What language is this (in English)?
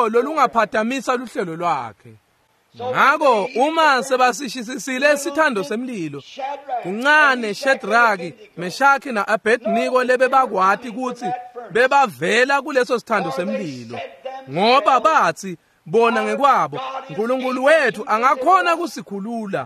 Swati